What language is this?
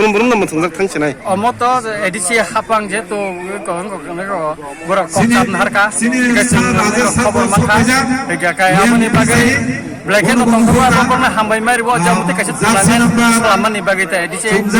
Kok Borok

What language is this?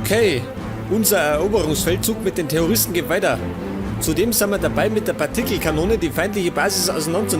Bavarian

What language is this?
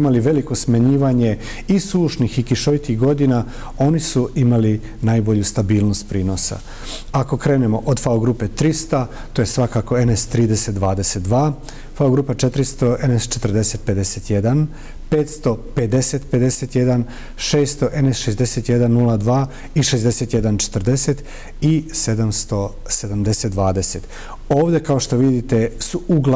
Serbian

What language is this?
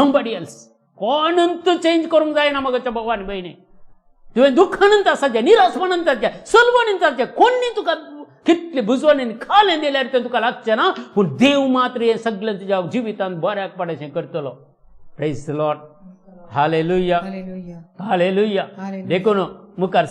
Konkani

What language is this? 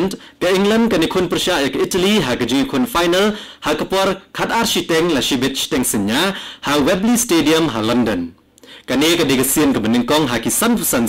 Khasi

